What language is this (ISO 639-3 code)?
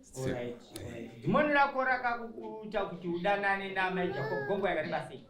sna